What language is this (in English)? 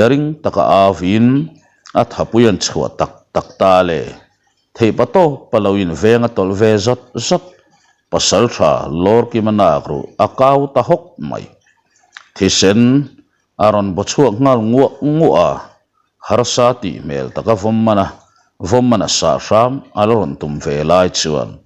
Mizo